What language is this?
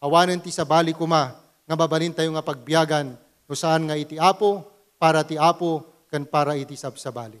Iloko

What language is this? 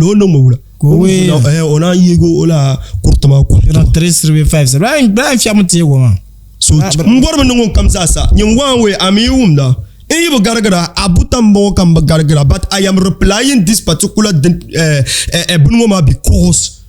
Dagbani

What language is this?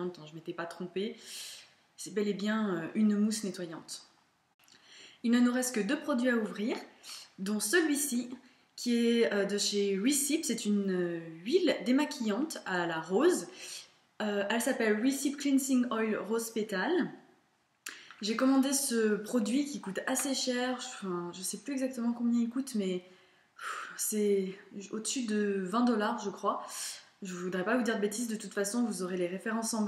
French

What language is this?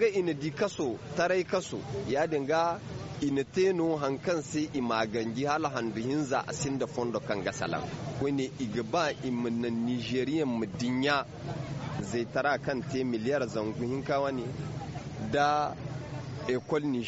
Zarma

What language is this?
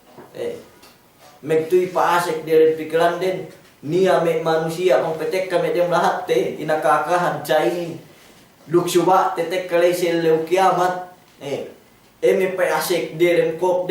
Yakan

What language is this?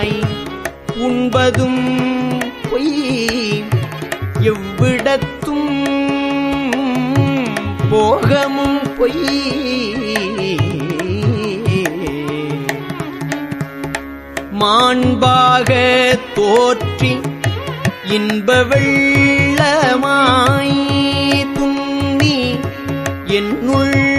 Tamil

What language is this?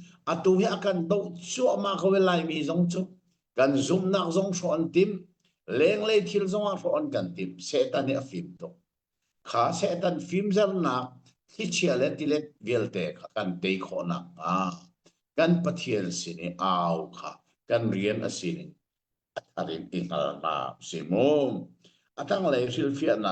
Hakha Chin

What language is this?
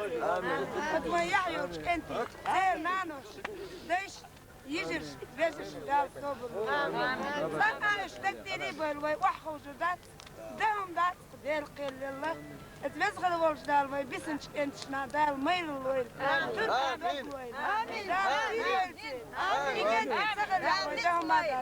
Chechen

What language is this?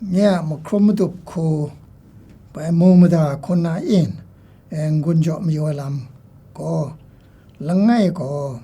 Kachin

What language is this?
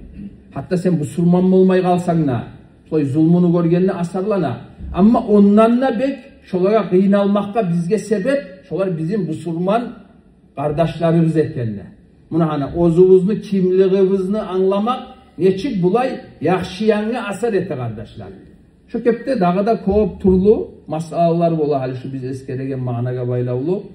Kumyk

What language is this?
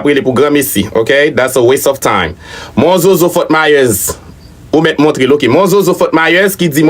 Haitian Creole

